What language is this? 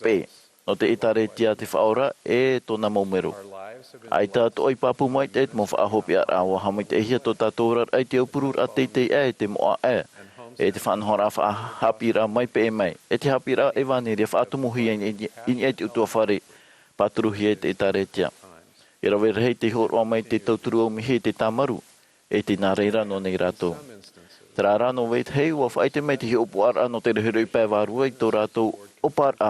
Tahitian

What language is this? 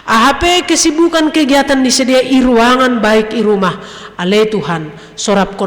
Batak Simalungun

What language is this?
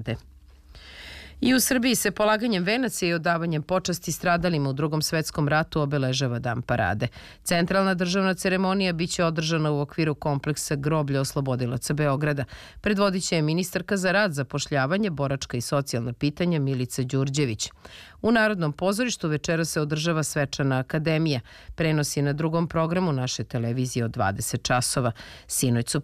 Serbian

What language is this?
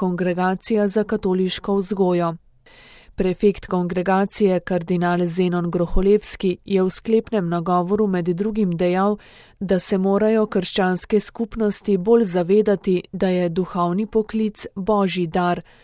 Slovenian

